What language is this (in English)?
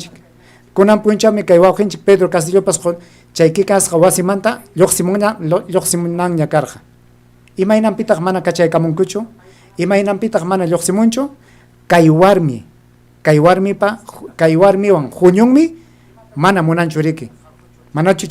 Ayacucho Quechua